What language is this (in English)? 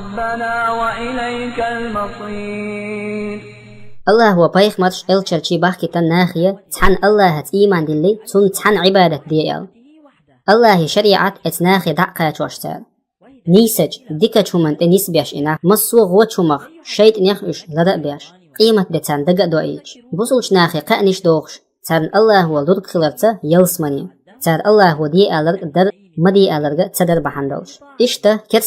Chechen